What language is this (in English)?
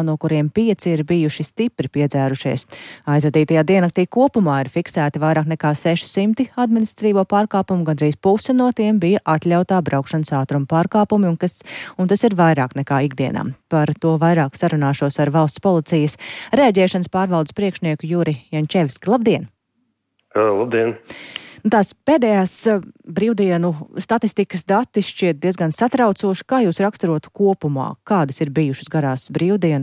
Latvian